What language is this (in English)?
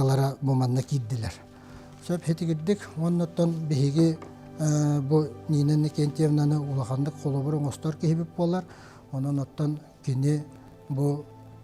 Yakut